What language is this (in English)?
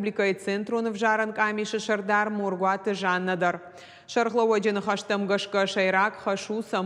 Ossetic